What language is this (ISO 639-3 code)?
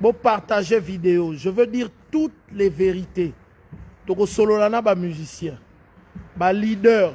lin